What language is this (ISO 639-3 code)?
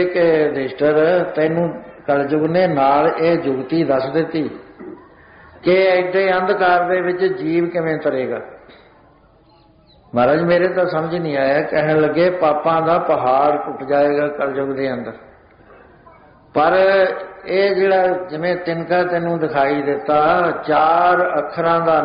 pan